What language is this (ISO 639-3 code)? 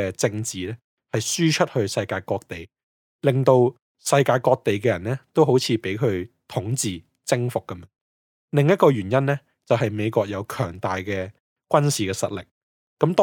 yue